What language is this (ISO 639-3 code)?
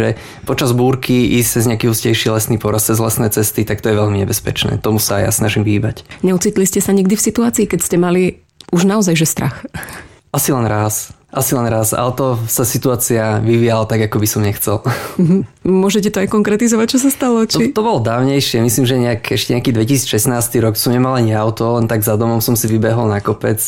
slk